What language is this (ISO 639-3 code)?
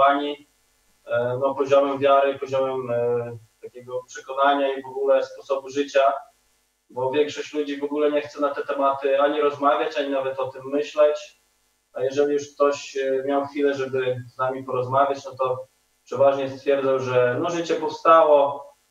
pol